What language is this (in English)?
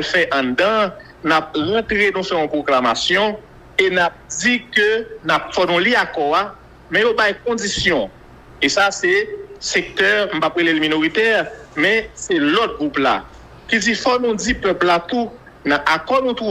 Haitian Creole